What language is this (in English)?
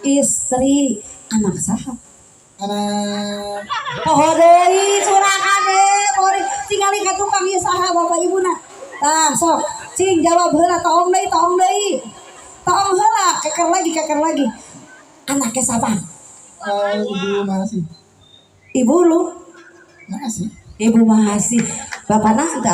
Sundanese